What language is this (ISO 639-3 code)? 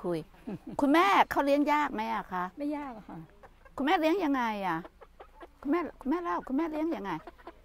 tha